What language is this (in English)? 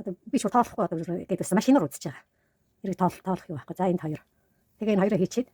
Mongolian